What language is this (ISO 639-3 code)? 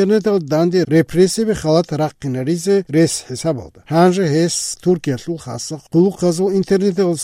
ava